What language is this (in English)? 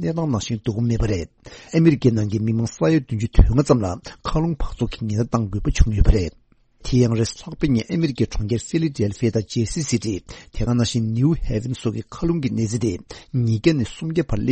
Tibetan